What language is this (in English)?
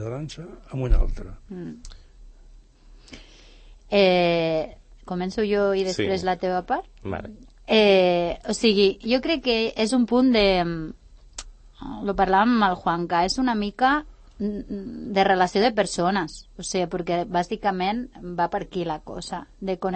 Catalan